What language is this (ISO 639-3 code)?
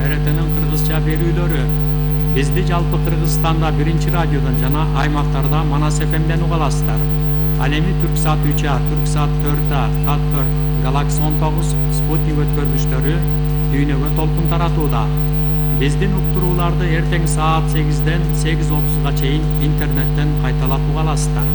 kir